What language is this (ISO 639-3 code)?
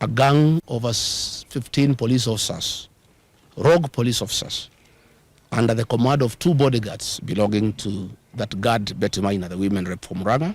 kam